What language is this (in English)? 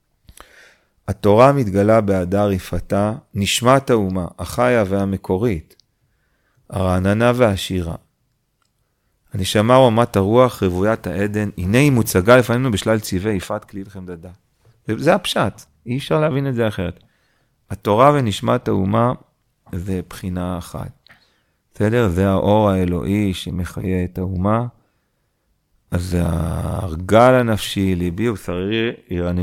Hebrew